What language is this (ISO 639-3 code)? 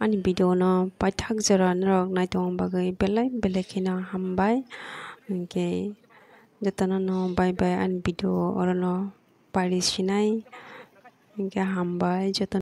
trp